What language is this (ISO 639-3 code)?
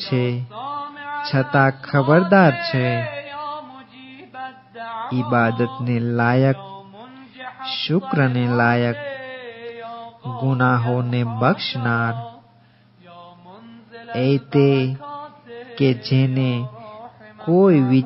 guj